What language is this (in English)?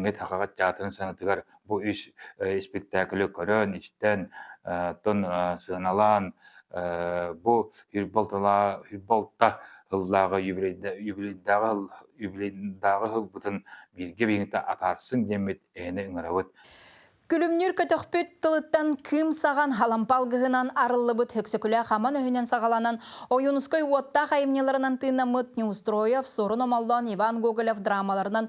Yakut